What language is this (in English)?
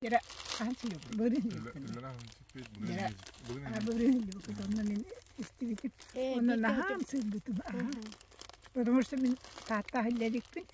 Yakut